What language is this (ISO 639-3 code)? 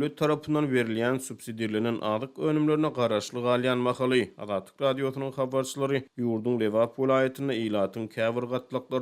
tuk